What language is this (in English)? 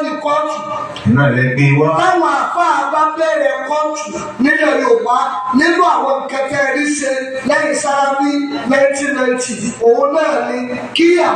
Yoruba